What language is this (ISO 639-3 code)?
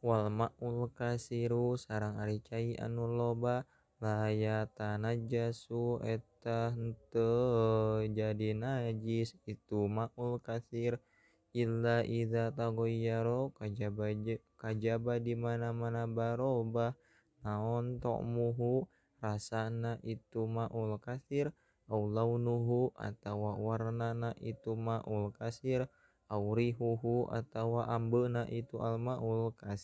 sun